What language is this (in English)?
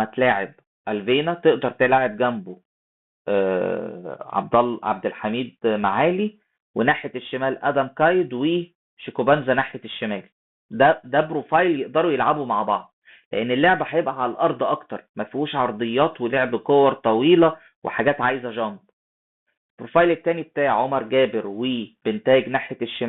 Egyptian Arabic